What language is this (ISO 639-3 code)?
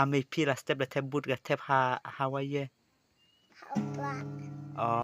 kha